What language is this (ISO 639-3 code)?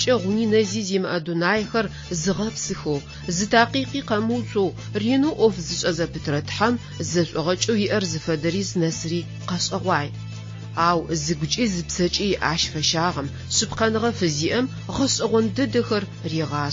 ady